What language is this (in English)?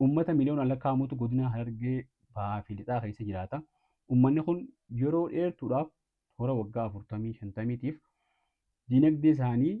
Oromo